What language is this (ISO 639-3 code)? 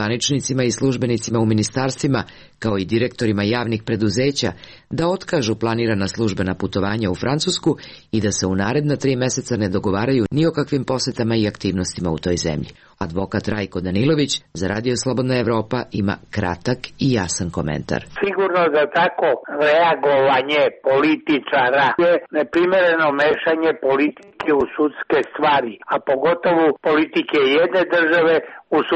srp